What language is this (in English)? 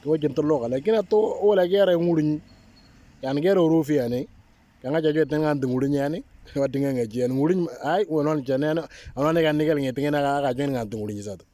Moro